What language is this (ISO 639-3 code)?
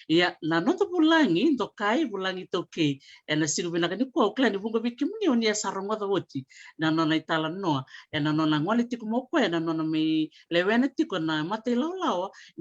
fij